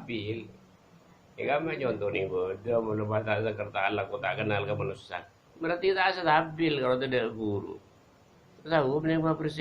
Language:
Madurese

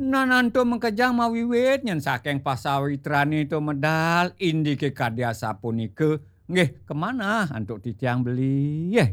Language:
Balinese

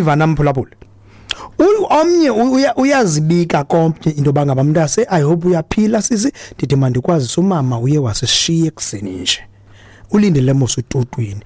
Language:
Xhosa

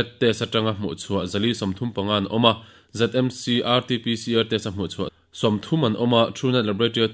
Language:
Mizo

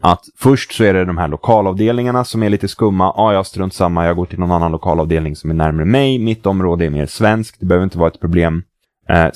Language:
Swedish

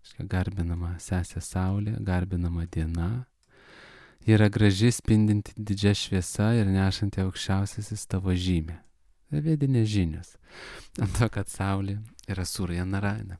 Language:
Lithuanian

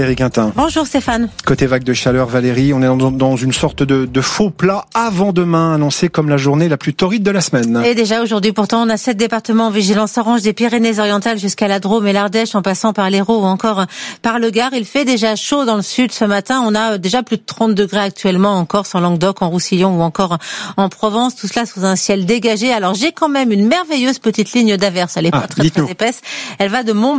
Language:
French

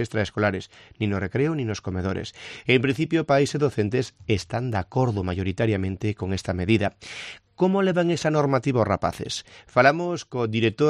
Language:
Galician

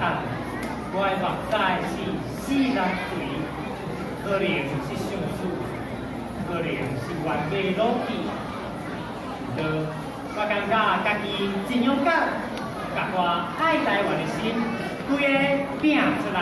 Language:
Min Nan Chinese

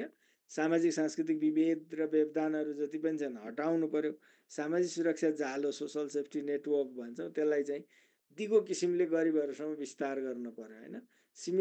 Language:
Nepali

